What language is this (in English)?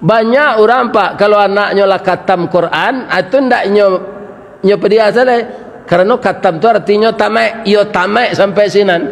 Minangkabau